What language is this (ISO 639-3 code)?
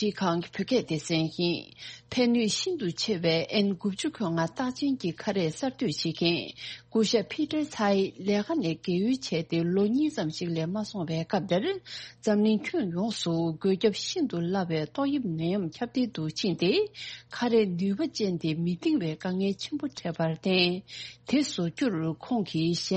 bod